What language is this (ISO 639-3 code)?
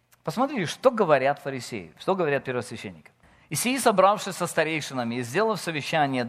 rus